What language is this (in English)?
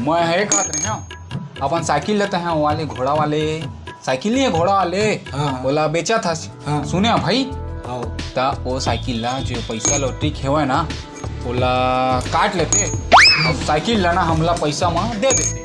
Chhattisgarhi